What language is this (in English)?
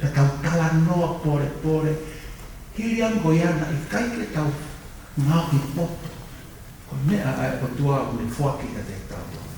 Tongan